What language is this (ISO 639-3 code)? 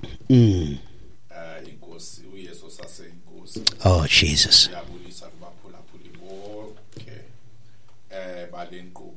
xho